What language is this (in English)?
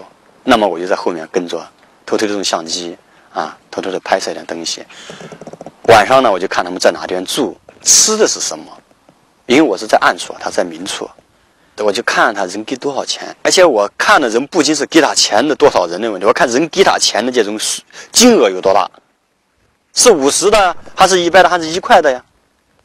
Chinese